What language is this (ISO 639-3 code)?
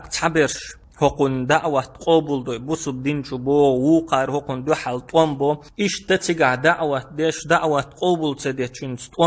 che